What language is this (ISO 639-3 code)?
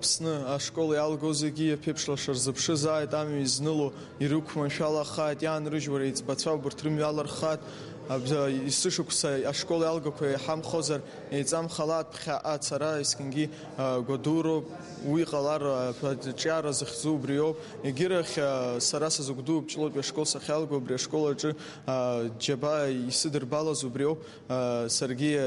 abk